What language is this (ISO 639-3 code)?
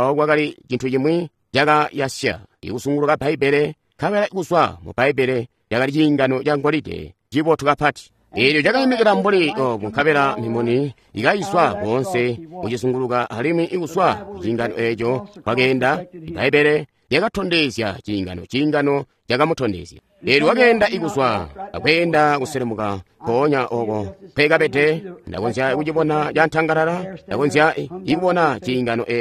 toi